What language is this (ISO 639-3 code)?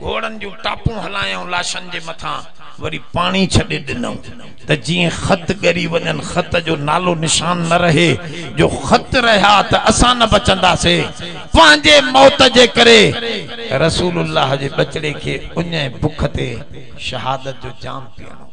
snd